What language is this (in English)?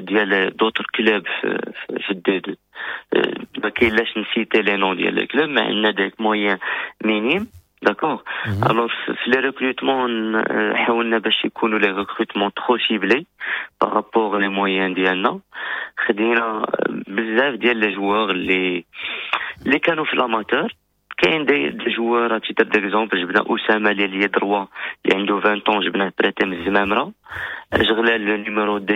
Moroccan Arabic